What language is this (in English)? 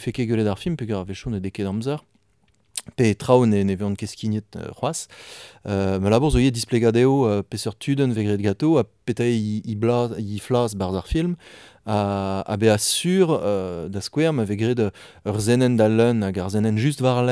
Breton